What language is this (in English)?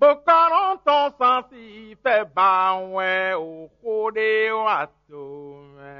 Fon